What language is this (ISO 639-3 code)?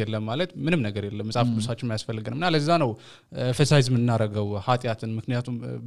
amh